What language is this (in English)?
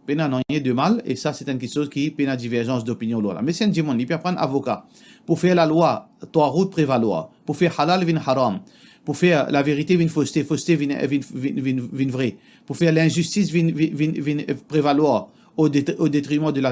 Morisyen